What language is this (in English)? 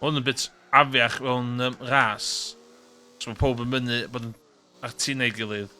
Welsh